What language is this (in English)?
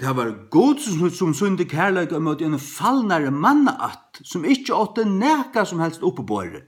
Faroese